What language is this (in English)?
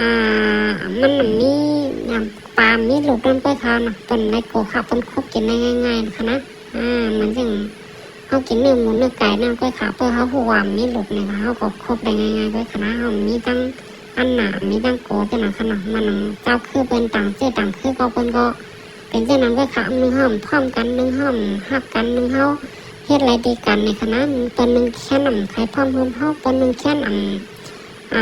Shan